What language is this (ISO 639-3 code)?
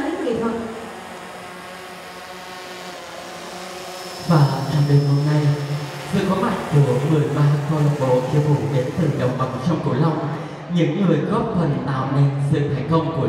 vie